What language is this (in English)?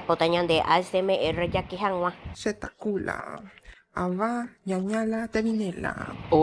Guarani